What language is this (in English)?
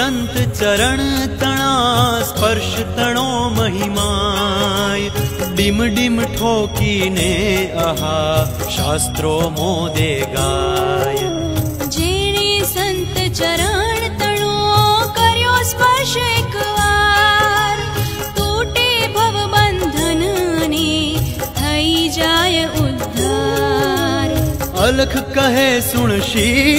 Gujarati